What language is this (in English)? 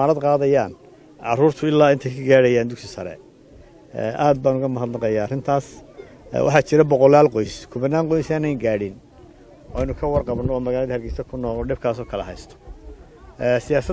Somali